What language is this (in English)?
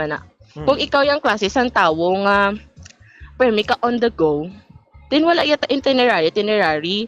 Hiligaynon